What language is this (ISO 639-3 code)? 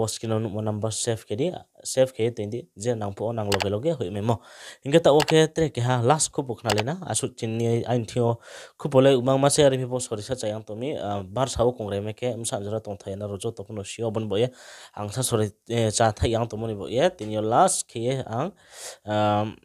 ria